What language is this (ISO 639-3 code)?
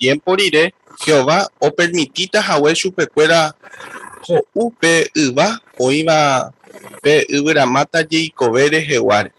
grn